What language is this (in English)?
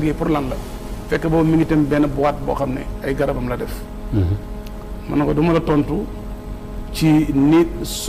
Wolof